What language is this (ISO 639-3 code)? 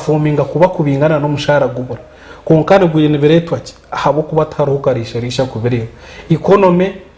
nyn